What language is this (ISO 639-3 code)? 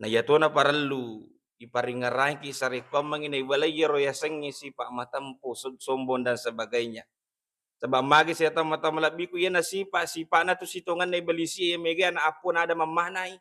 bug